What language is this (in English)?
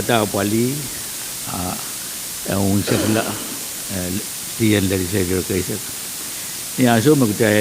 Pohnpeian